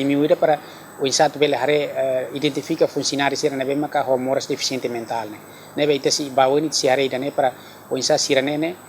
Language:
Tetum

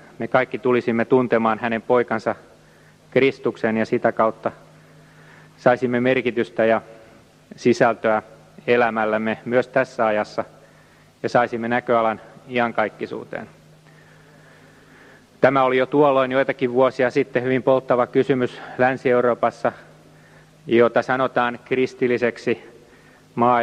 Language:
Finnish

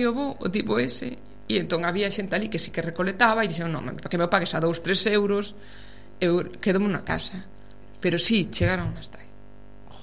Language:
Galician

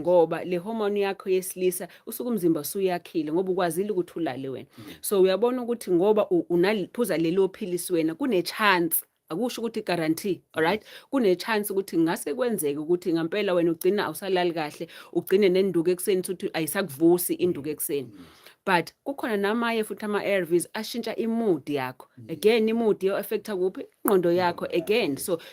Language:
Zulu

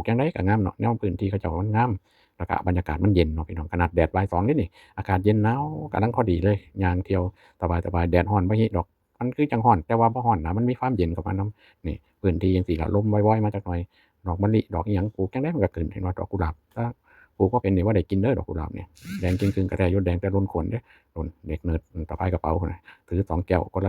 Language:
Lao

